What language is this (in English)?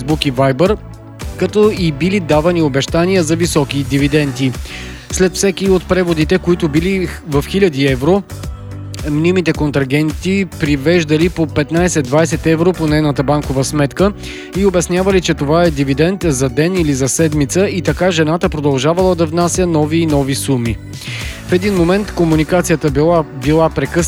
Bulgarian